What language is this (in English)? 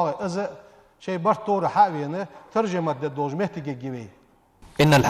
Ingush